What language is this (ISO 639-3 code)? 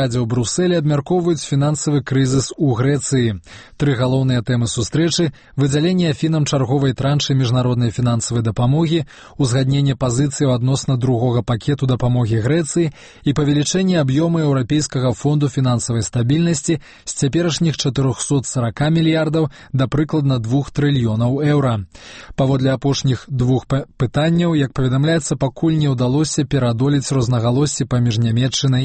bel